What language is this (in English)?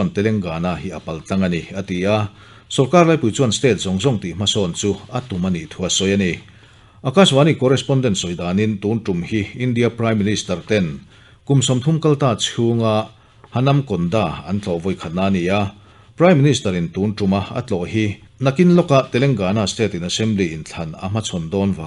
Mizo